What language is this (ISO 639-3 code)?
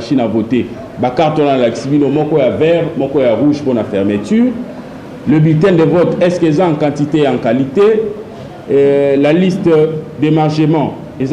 lin